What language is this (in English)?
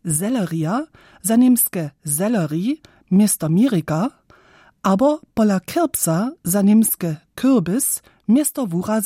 Upper Sorbian